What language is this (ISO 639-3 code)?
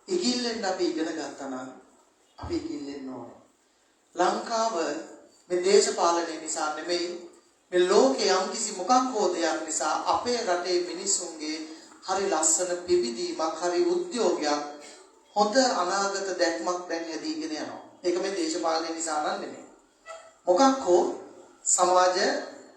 sin